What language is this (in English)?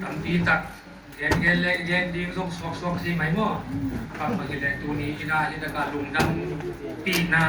Tedim Chin